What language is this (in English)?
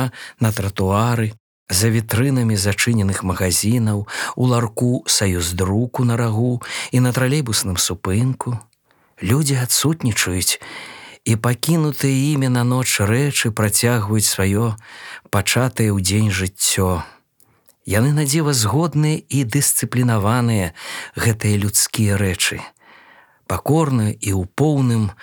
Belarusian